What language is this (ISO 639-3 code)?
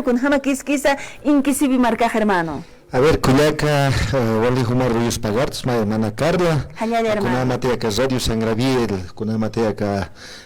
aym